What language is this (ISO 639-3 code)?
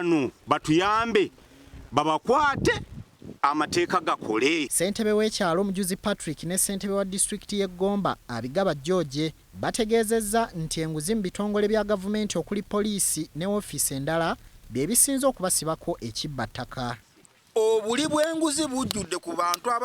lug